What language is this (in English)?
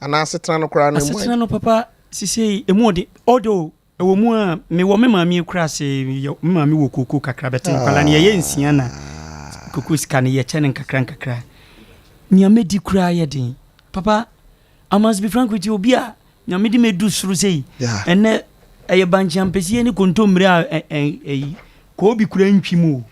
Akan